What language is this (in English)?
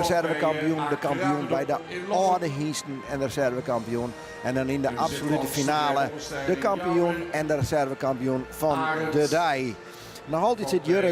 Western Frisian